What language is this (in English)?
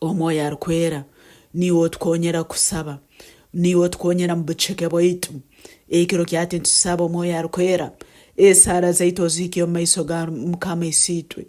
Nyankole